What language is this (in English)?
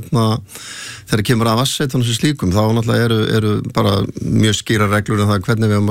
Icelandic